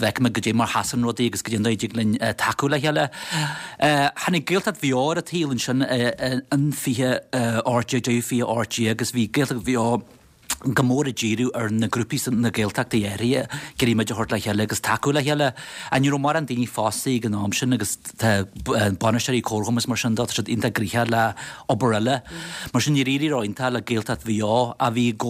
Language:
Irish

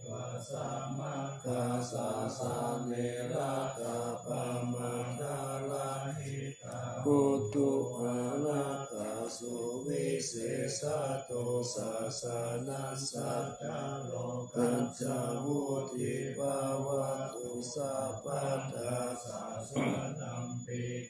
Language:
Pali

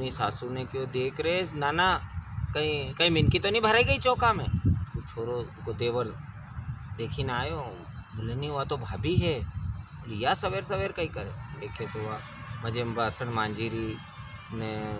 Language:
Rajasthani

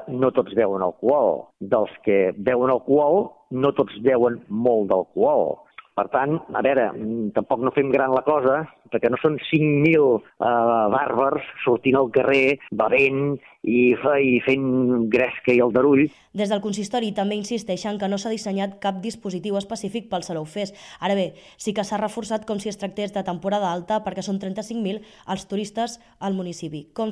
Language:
Catalan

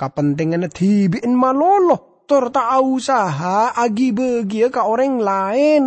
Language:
Madurese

